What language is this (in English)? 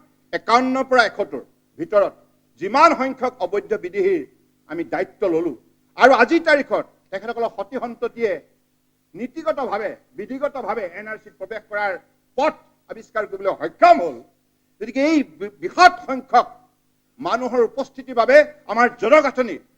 Assamese